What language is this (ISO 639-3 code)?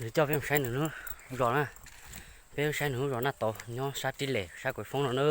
hmn